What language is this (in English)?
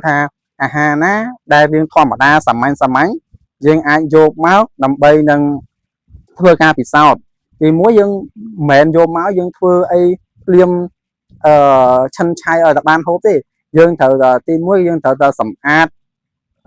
Khmer